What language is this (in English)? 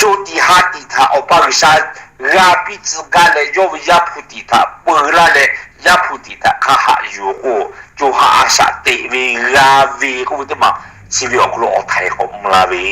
Lahu